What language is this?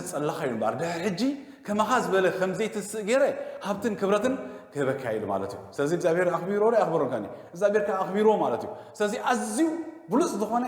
Tigrinya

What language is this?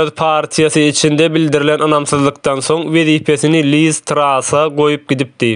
Turkmen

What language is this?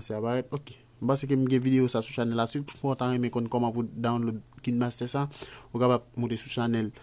Haitian Creole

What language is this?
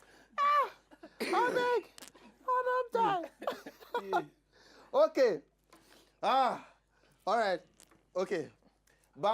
Nigerian Pidgin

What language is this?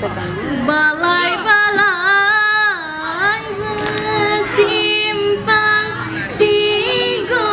Minangkabau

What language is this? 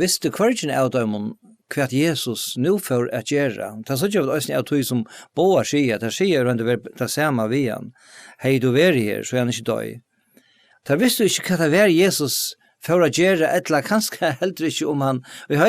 Faroese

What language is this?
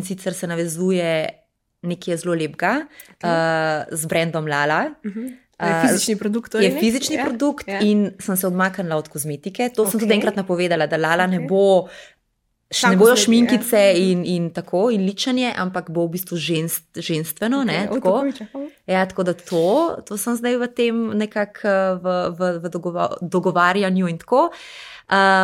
Slovenian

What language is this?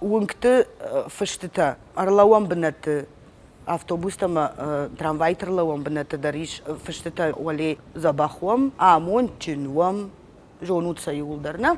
Ossetic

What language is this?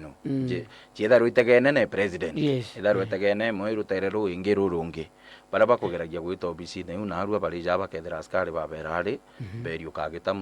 Meru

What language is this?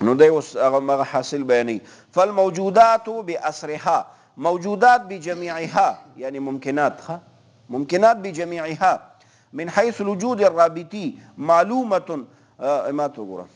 Pashto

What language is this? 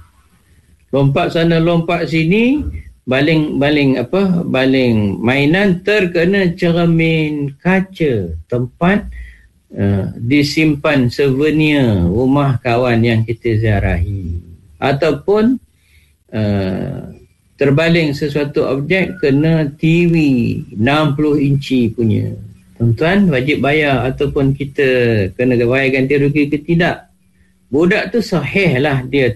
Malay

